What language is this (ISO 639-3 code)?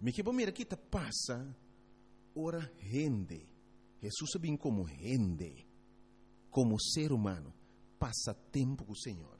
pap